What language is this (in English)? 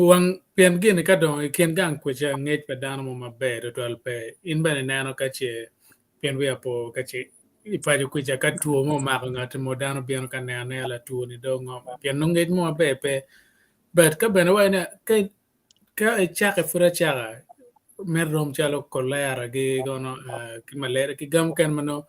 Acoli